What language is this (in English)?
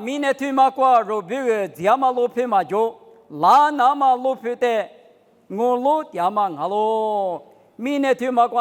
Lisu